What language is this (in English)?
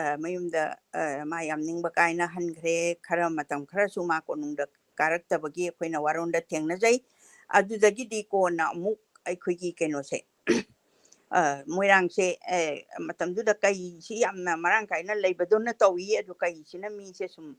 Manipuri